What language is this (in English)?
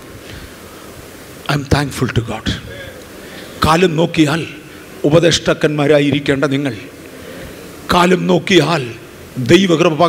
Malayalam